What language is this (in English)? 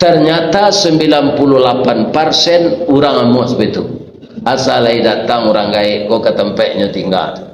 Minangkabau